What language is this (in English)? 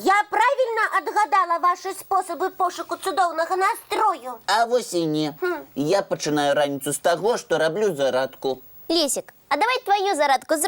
Belarusian